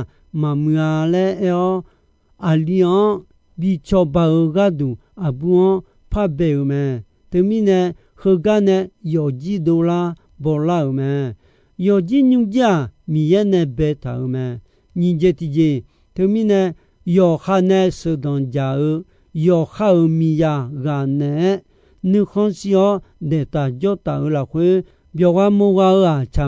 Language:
Akha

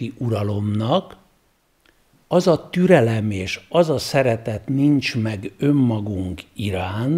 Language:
Hungarian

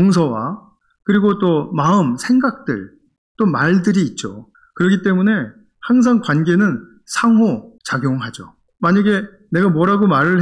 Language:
Korean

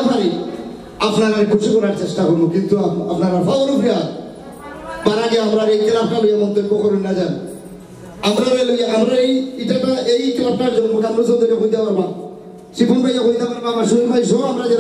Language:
Sylheti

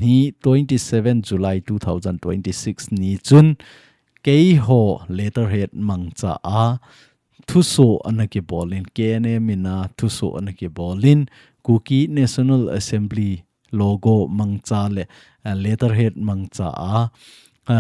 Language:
Thado Chin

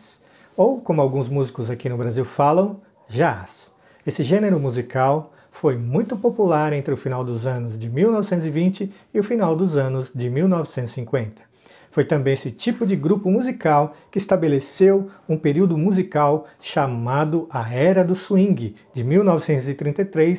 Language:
Portuguese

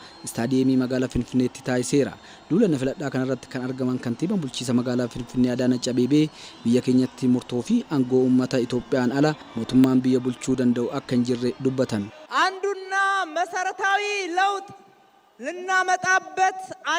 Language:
Oromo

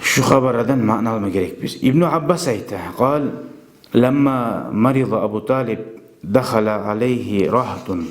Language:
Kumyk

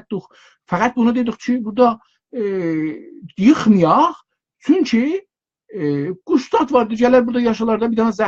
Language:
South Azerbaijani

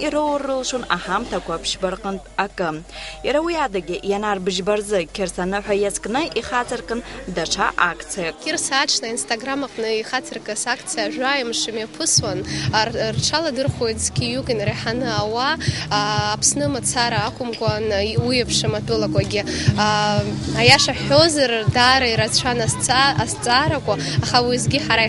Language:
Abkhazian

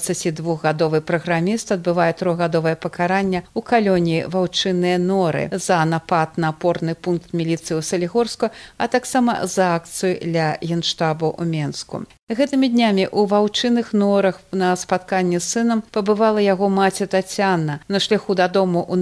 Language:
Belarusian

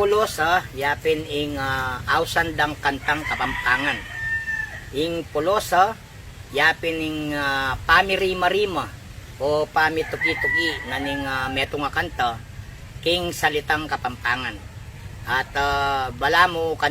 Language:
Pampanga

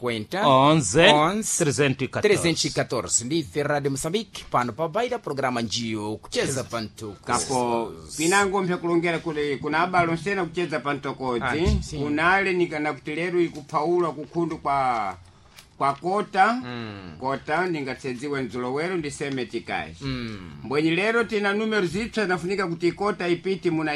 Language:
Sena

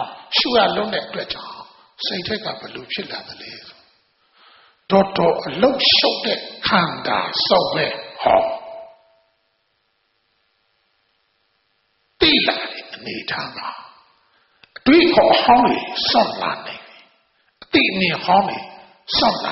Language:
Burmese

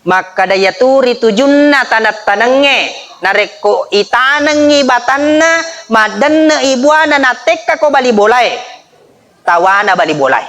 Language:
Buginese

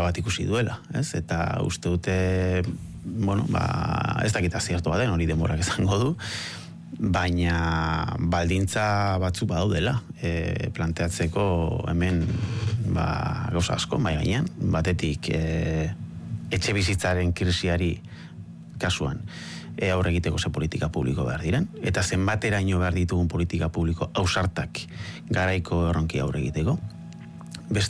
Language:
Basque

